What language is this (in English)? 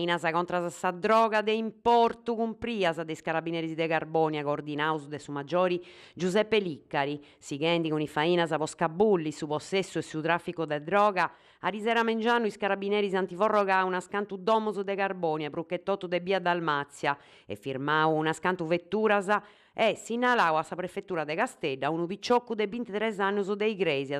Sardinian